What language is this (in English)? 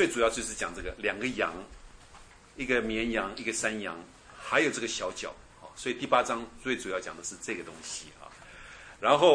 Chinese